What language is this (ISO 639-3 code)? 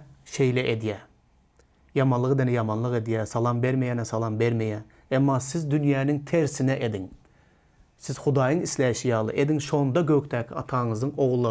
tuk